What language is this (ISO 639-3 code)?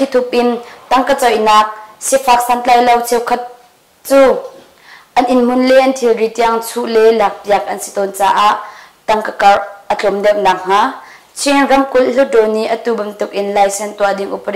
cnh